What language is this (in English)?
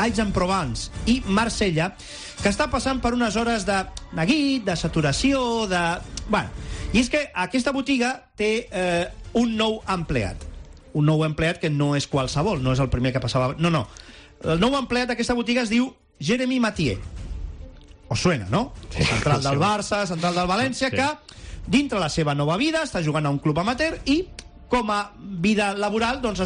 Catalan